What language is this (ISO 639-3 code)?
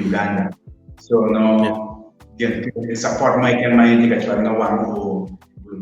ach